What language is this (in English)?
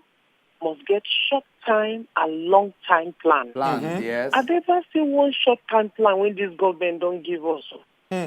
Nigerian Pidgin